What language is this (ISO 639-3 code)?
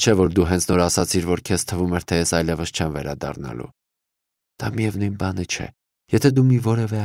hye